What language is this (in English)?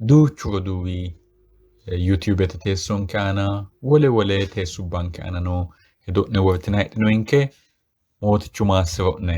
Sidamo